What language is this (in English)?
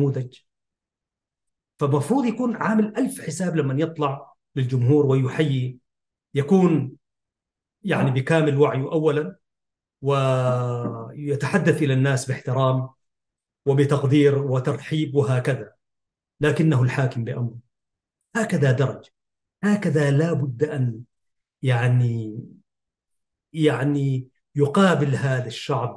Arabic